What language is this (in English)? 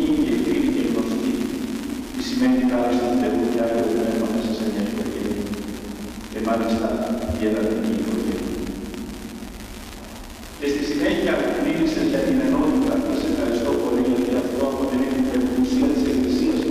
Greek